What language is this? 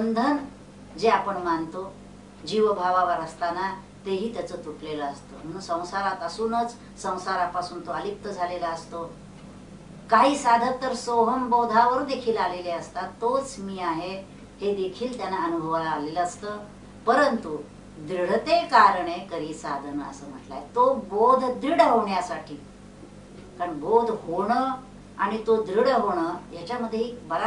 Marathi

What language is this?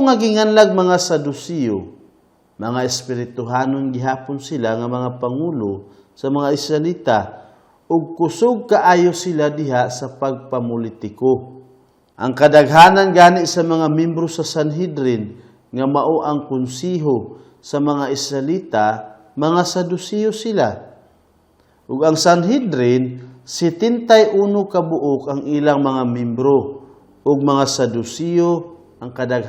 Cebuano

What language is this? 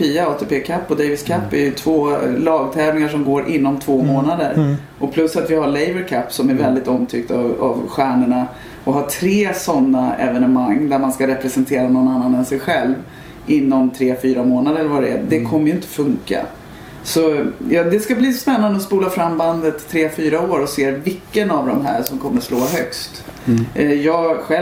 Swedish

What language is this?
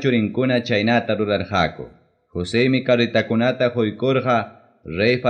Ayacucho Quechua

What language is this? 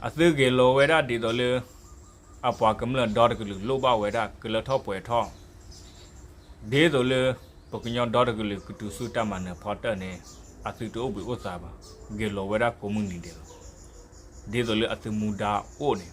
S'gaw Karen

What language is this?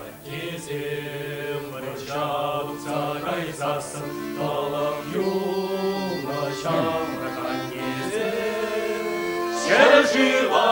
Chuvash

